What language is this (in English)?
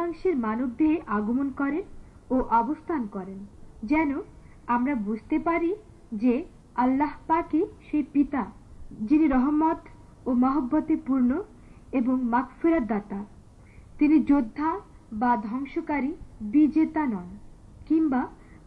Bangla